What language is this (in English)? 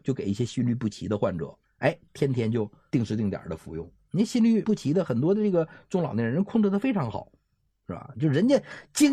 Chinese